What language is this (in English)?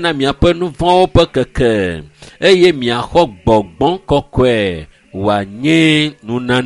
Ewe